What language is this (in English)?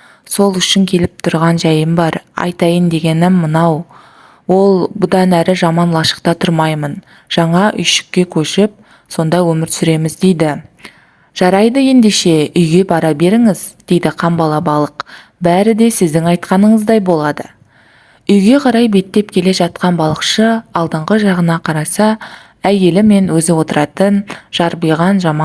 Kazakh